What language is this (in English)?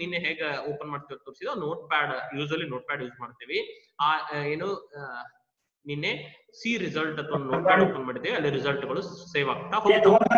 Kannada